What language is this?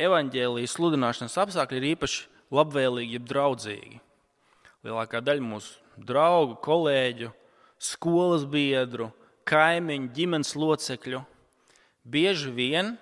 Latvian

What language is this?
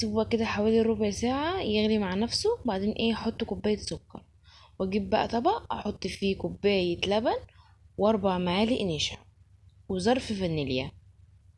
Egyptian Arabic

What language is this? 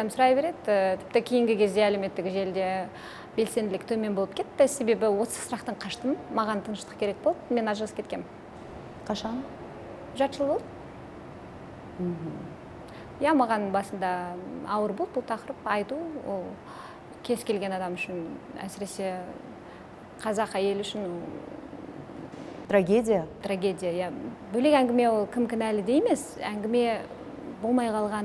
Kazakh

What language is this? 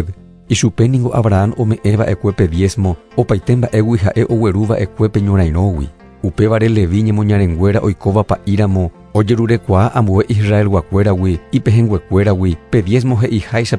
Guarani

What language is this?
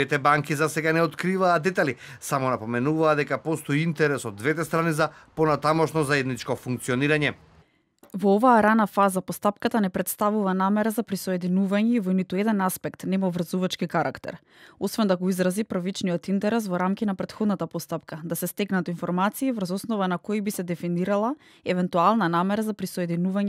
Macedonian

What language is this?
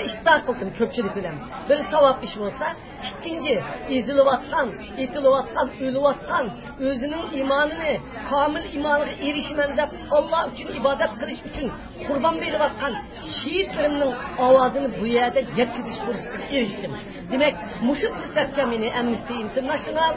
Uyghur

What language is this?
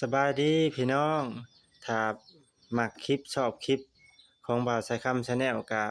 Lao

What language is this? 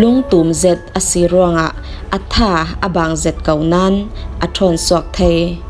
Falam Chin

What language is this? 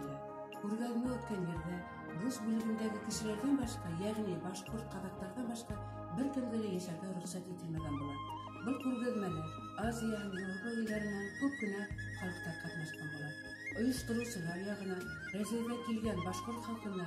Bashkir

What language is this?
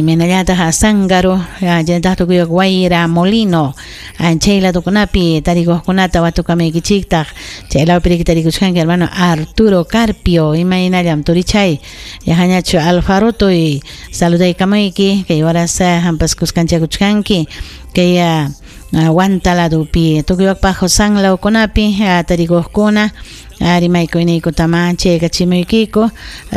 Ayacucho Quechua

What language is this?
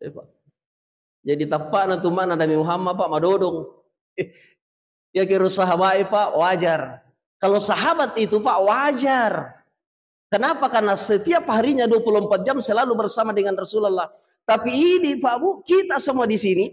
Buginese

